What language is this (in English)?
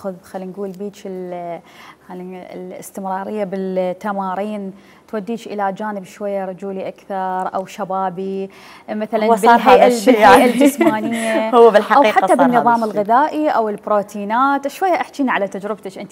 Mesopotamian Arabic